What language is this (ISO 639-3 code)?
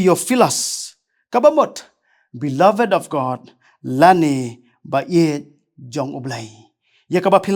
kha